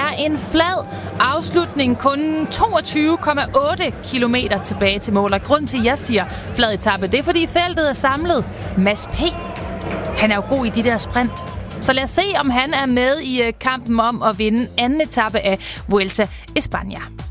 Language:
Danish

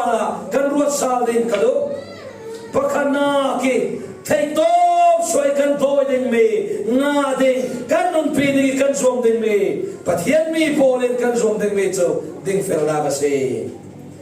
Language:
Falam Chin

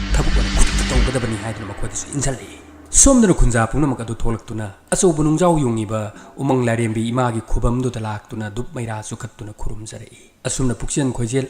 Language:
Manipuri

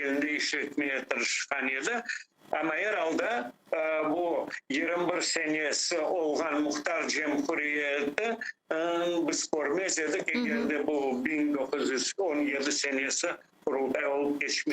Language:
Crimean Tatar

